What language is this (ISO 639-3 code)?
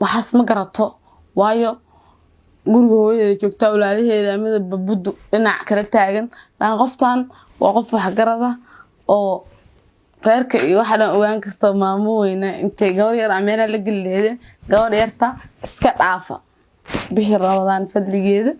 som